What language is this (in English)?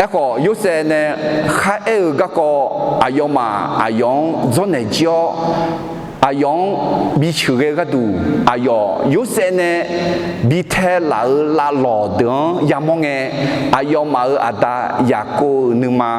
Akha